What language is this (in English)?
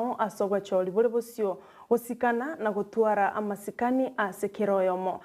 Gusii